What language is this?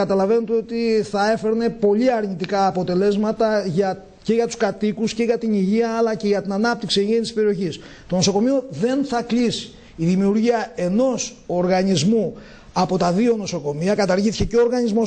Greek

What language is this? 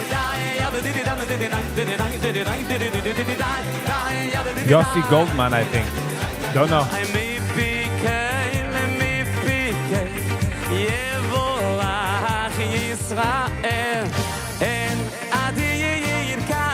Yiddish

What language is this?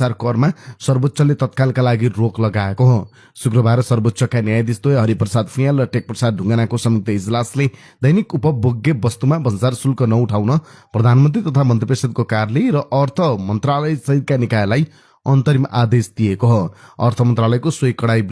Nepali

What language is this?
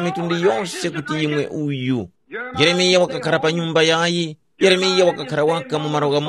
Tumbuka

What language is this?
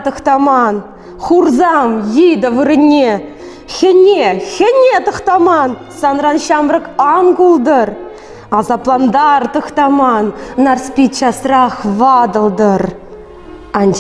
Chuvash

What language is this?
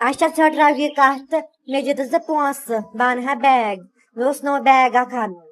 Kashmiri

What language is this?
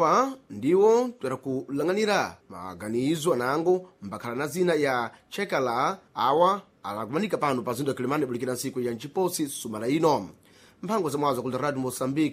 Sena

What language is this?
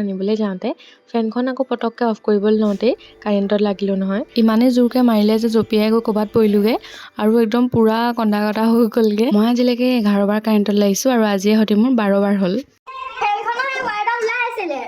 Assamese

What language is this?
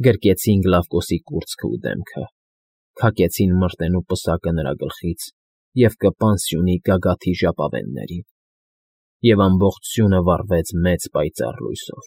Armenian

